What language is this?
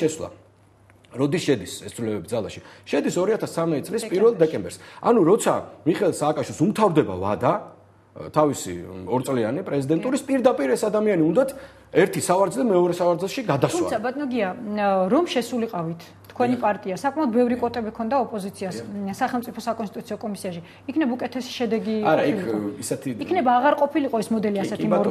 Georgian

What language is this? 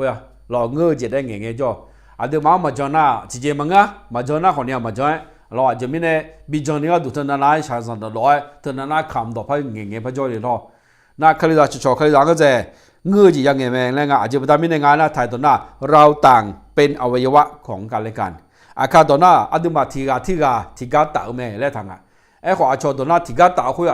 Akha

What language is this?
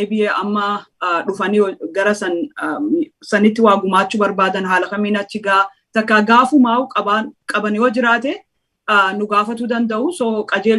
Oromo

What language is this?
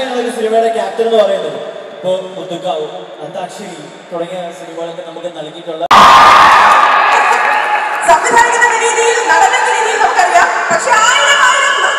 Malayalam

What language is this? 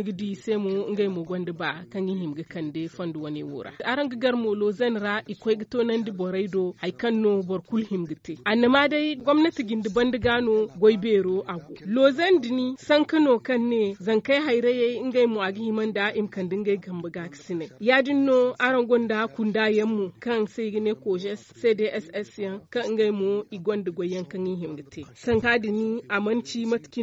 Zarma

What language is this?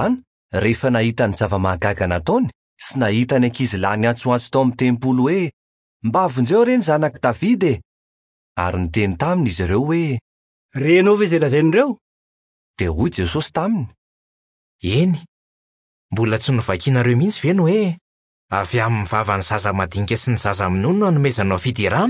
Malagasy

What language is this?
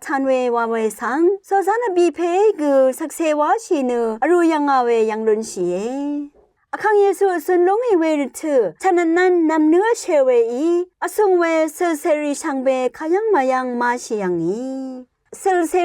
Rawang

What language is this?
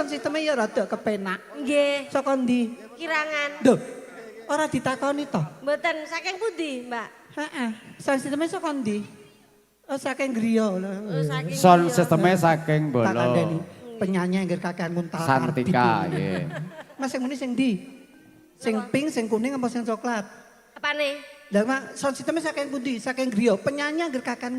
Javanese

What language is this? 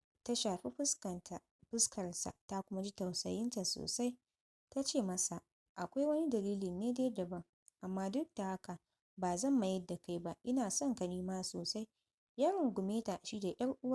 Hausa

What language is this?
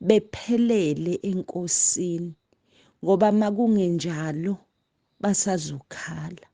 Zulu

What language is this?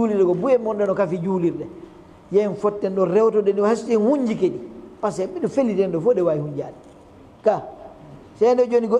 Fula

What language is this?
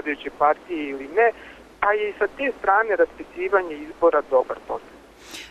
Serbian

